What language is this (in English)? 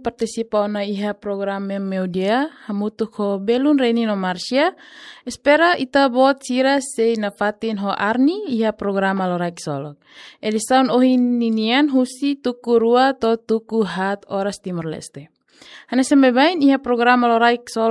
Tetum